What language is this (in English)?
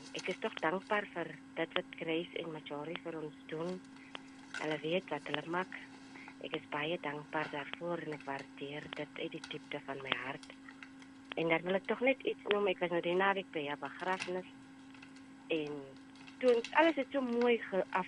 Afrikaans